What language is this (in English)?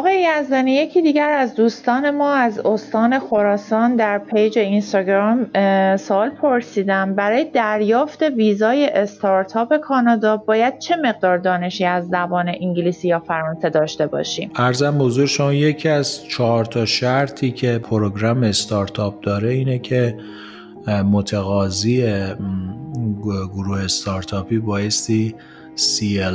Persian